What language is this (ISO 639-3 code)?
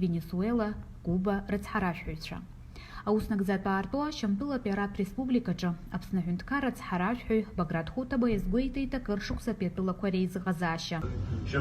abk